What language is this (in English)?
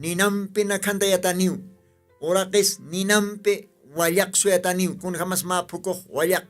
Aymara